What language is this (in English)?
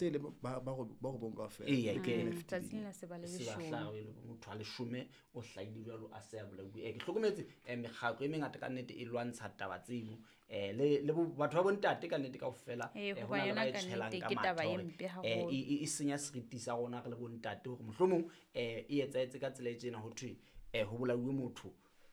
Southern Sotho